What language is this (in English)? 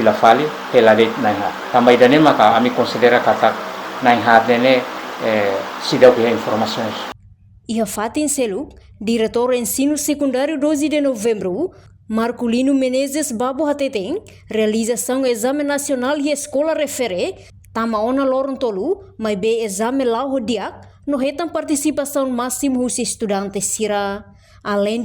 Tetum